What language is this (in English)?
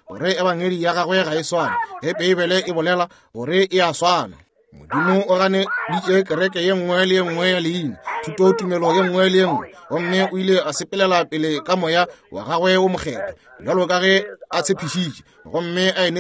Northern Sotho